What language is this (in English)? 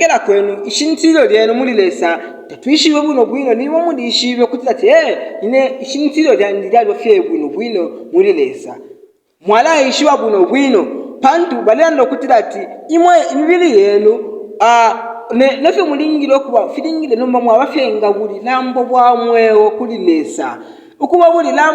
Bemba